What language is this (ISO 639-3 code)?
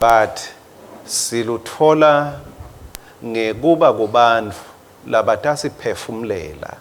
ssw